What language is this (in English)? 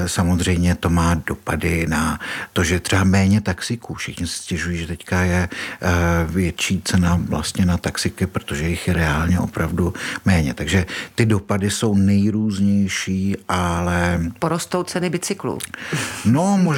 Czech